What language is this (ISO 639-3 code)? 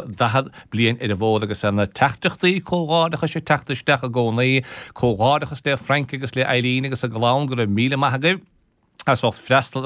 gle